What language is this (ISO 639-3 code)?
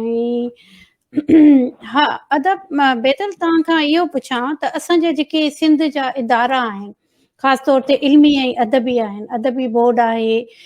snd